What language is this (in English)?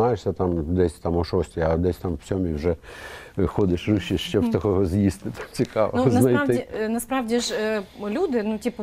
Ukrainian